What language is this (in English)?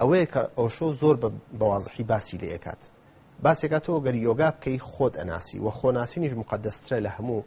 Central Kurdish